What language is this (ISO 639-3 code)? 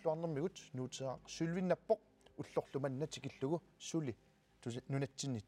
kal